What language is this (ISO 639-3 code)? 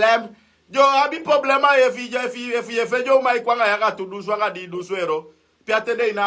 srn